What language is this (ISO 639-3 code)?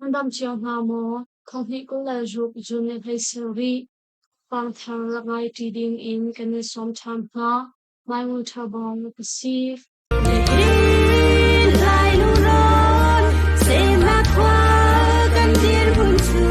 cnh